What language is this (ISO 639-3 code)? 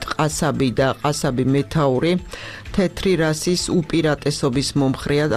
kat